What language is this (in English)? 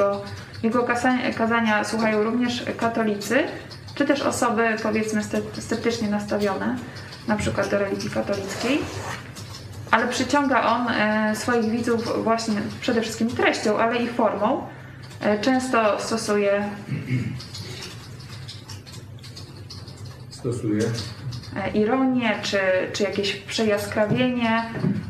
Polish